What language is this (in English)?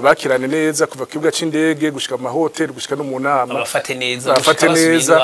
Rundi